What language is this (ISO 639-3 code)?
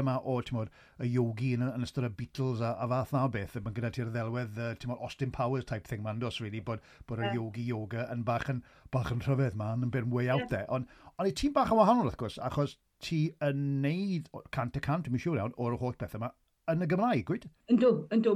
cym